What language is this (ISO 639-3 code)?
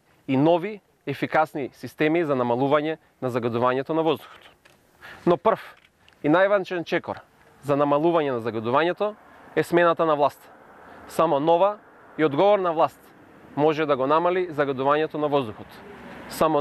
mkd